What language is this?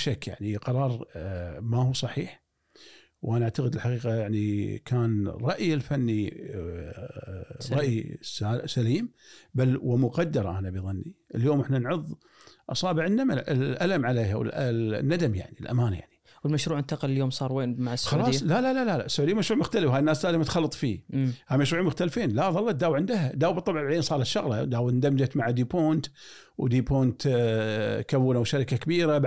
Gulf Arabic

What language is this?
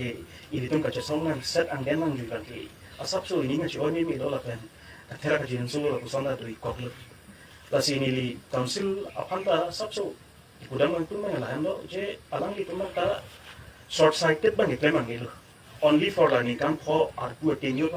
Karbi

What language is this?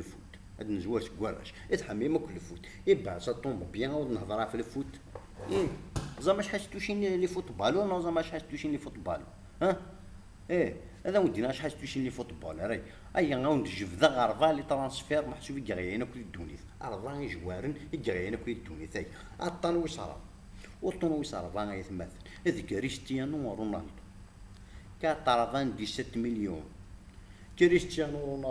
Kabyle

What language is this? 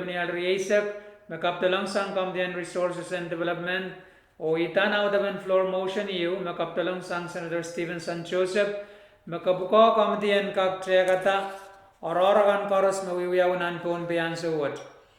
Pohnpeian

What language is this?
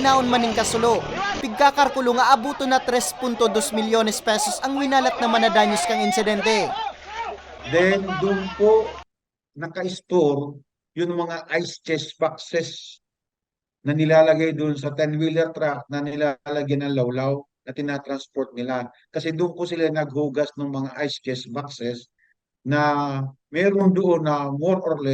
Bikol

